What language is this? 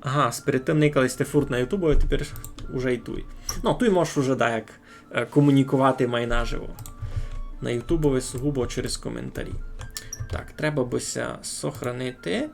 Rusyn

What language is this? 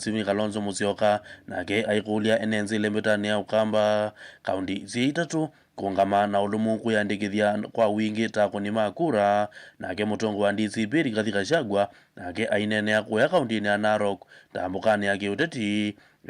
Kamba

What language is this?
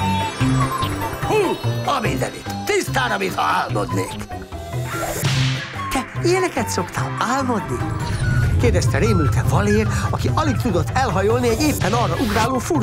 Hungarian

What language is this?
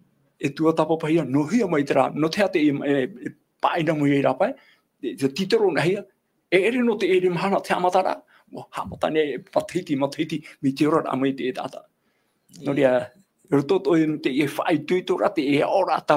Tahitian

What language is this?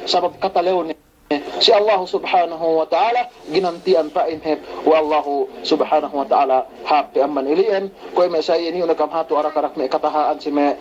Yakan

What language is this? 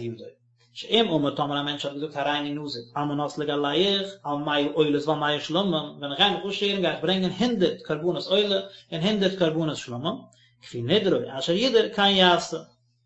Yiddish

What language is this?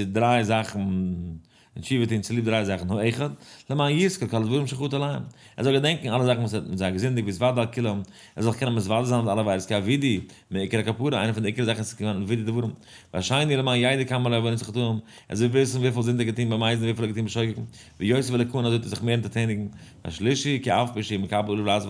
Yiddish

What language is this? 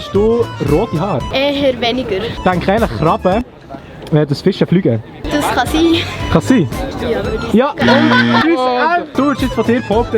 Swiss German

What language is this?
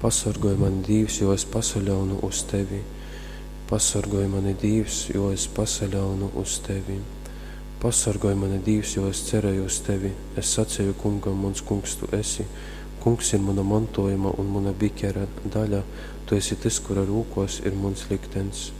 Latgalian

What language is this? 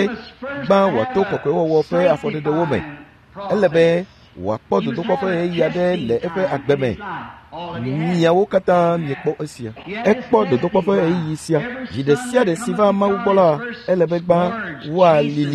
Ewe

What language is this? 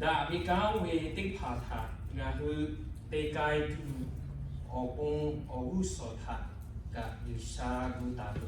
Lahu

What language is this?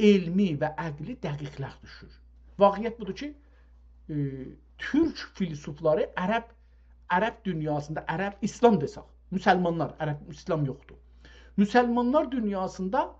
South Azerbaijani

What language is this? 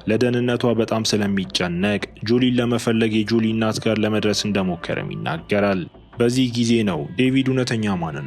Amharic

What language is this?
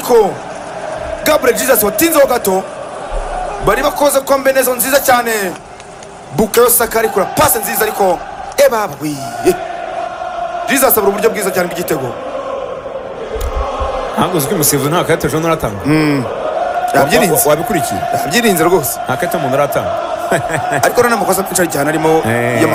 Kinyarwanda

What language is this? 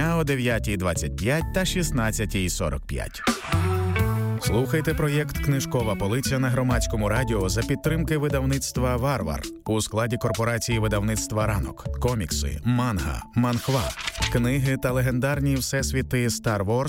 Ukrainian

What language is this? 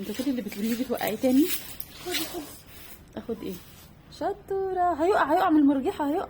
Egyptian Arabic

